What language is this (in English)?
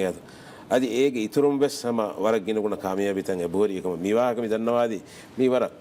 Divehi